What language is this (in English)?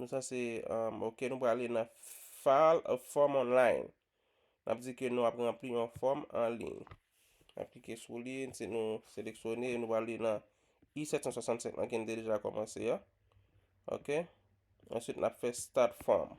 Haitian Creole